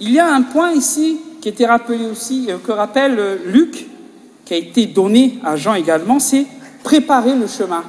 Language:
French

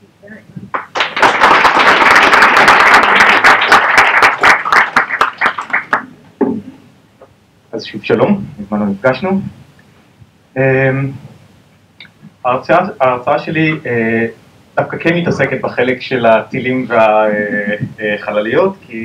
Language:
Hebrew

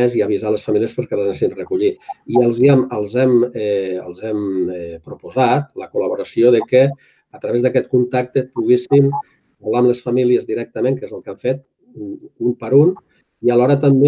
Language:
Catalan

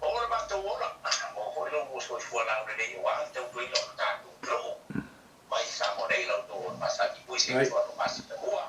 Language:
Samoan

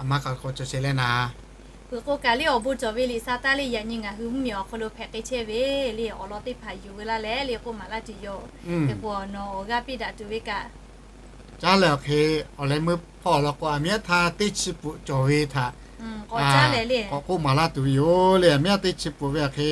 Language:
Lahu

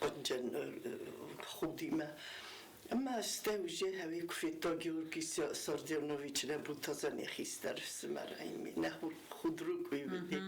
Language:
Ossetic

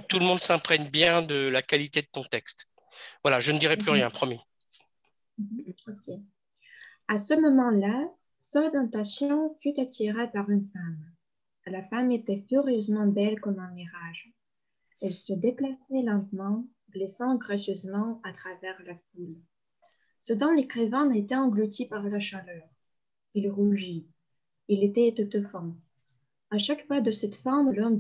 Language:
French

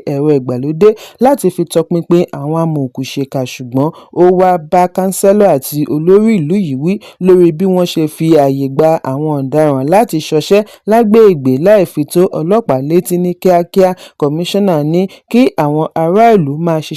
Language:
Yoruba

